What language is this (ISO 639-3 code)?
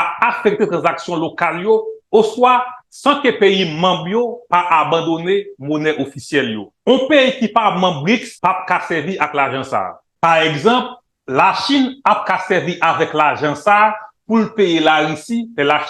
hat